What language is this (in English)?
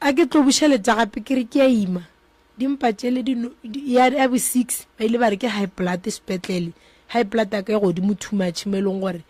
Northern Sotho